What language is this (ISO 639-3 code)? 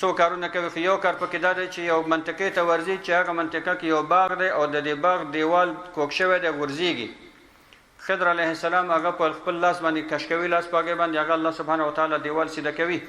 pus